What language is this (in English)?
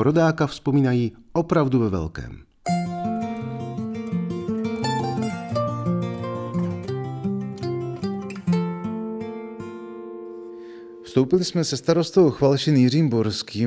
Czech